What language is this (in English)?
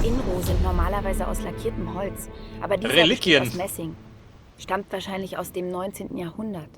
Bavarian